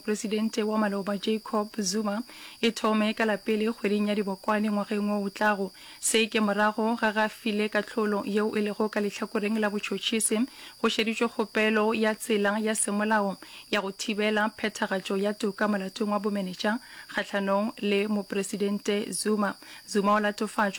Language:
Northern Sotho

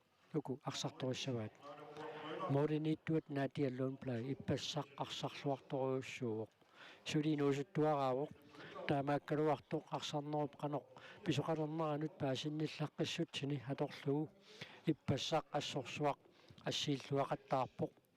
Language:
Kalaallisut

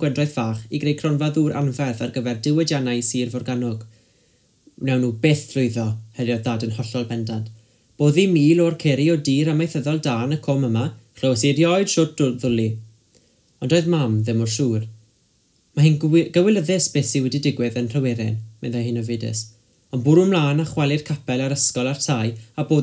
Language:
Welsh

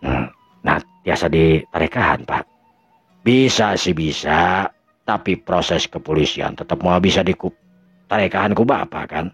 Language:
Sundanese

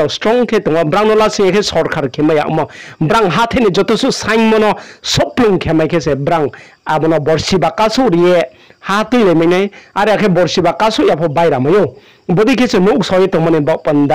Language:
Riang (India)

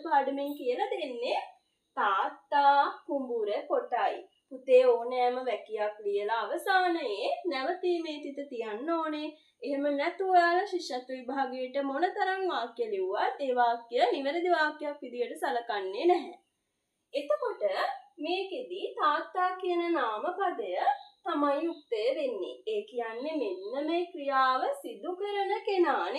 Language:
Sinhala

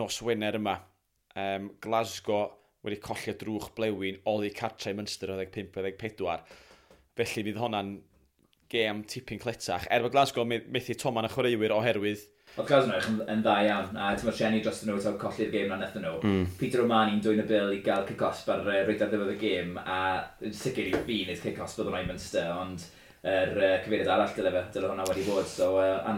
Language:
Welsh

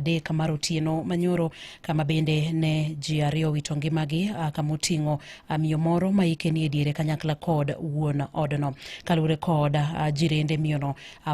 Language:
Luo (Kenya and Tanzania)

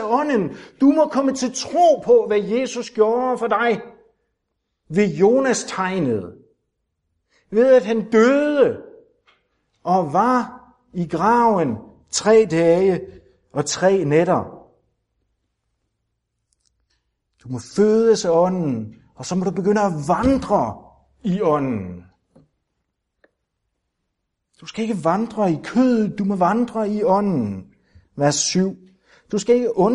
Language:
Danish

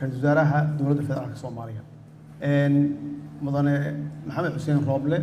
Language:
Somali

